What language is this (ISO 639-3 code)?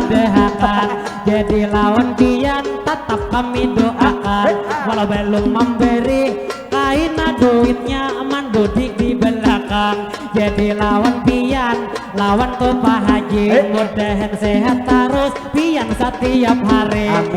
bjn